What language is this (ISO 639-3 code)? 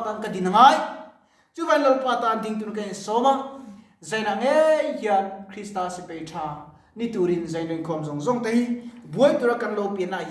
lus